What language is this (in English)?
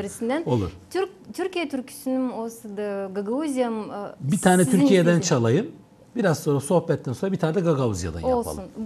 Gagauz